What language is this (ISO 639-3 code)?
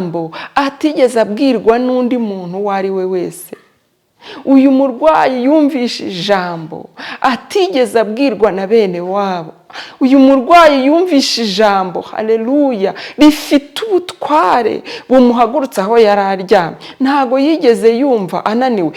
kin